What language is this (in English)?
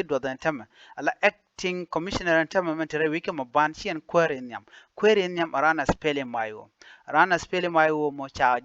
Nuer